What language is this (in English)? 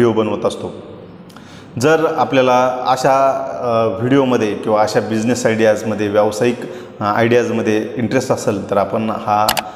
Marathi